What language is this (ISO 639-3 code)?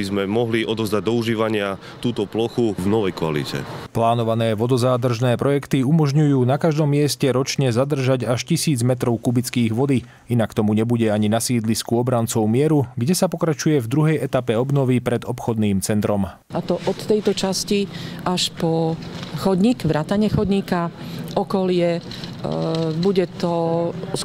slk